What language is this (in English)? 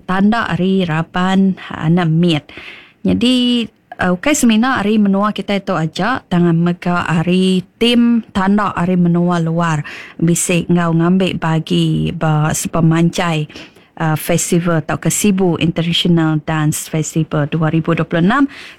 Iban